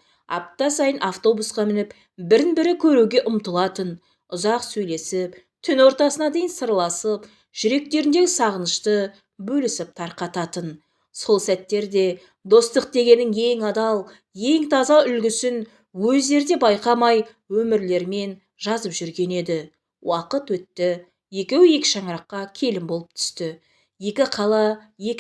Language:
Kazakh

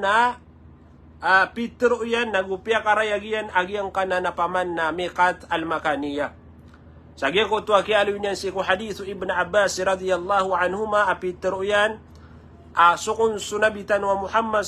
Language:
Maranao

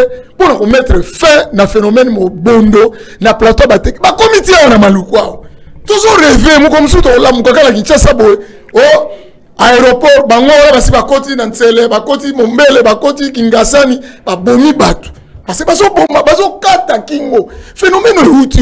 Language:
Lingala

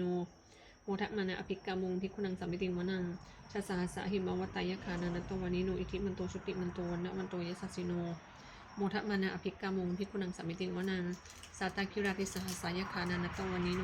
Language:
Pali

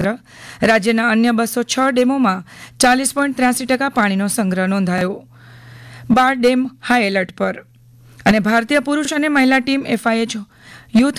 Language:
Gujarati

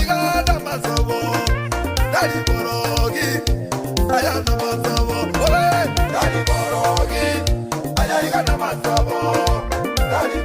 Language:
Gusii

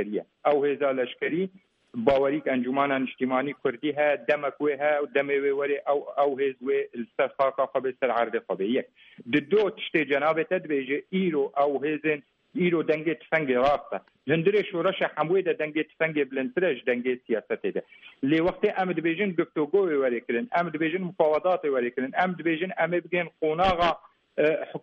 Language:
Kurdish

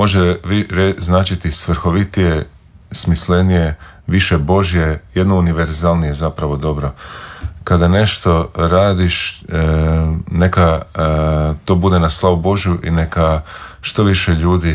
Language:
Croatian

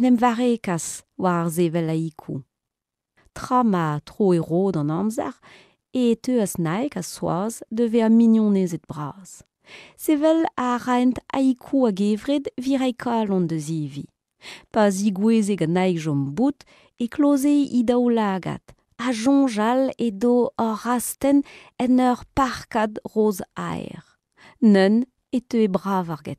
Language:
Breton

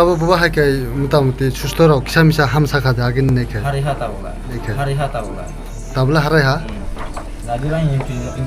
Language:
Kok Borok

